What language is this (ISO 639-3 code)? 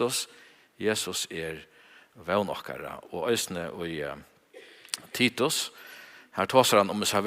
fao